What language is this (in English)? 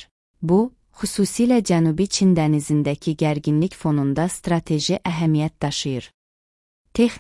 Azerbaijani